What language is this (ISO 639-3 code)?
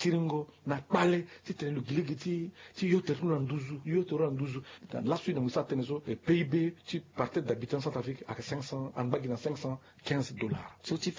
sag